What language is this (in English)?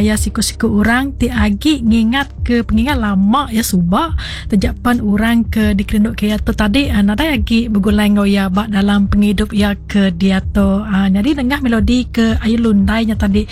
Iban